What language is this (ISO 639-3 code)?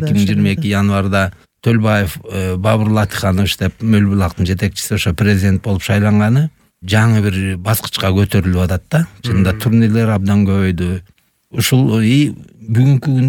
kir